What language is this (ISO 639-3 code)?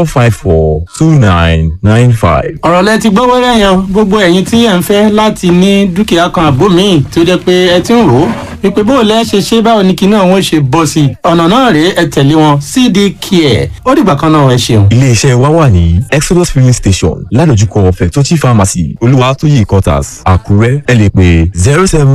yor